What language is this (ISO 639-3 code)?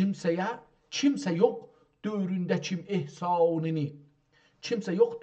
azb